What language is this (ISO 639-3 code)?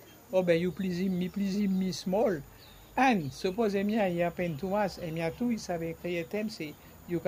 bis